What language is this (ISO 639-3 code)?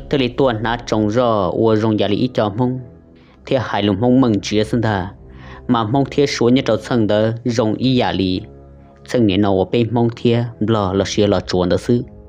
hmn